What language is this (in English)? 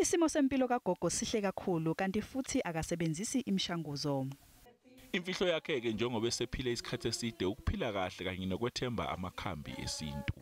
Zulu